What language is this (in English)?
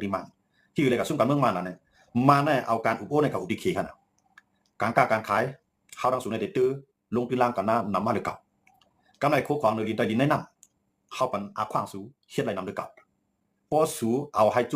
Shan